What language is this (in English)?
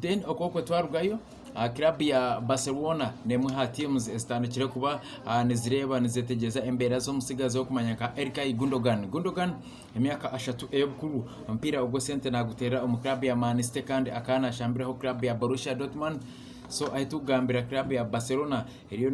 Nyankole